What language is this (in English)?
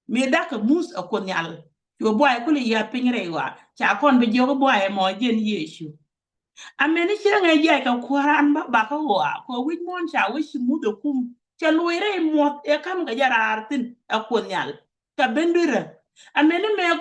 Nuer